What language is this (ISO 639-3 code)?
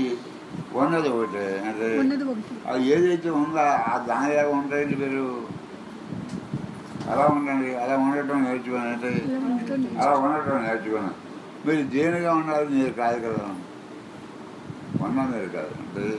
tel